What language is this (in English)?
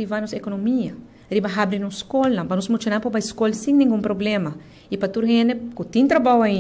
Papiamento